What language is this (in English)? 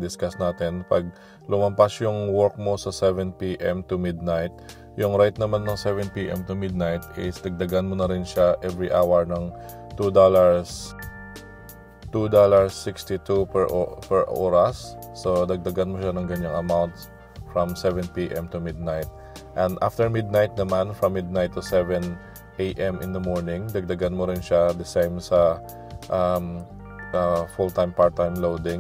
Filipino